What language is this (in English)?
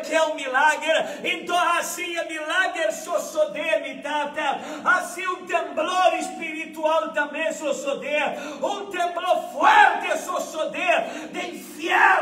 Papiamento